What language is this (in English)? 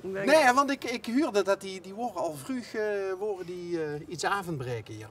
Limburgish